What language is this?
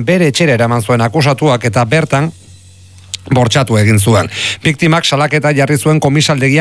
Basque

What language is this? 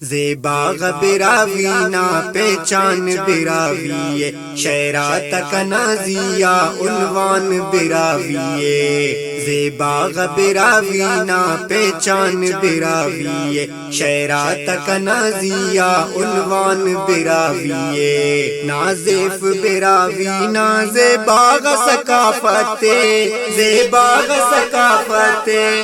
Brahui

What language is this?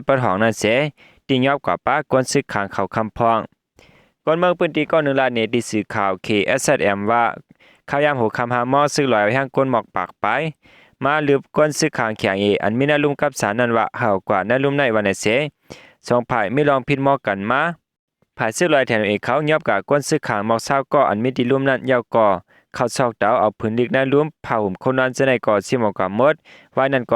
Shan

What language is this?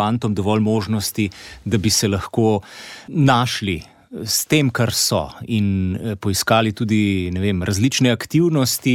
Slovenian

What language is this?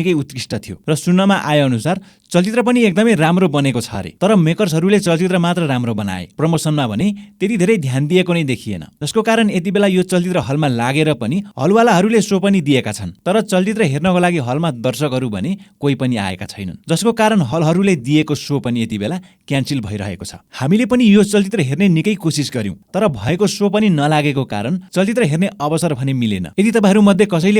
Nepali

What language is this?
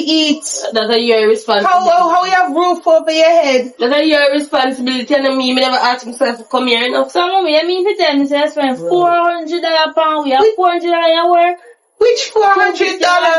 Jamaican Creole English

